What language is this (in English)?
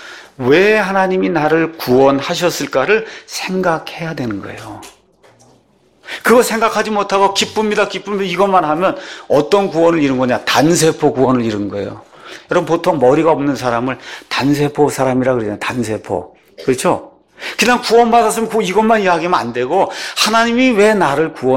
Korean